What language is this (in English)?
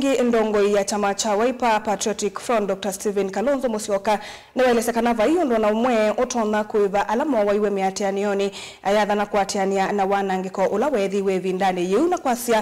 Kamba